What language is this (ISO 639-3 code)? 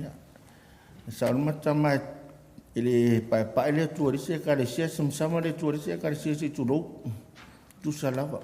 smo